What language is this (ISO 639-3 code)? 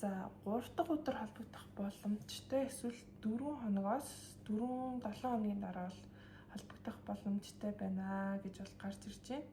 mon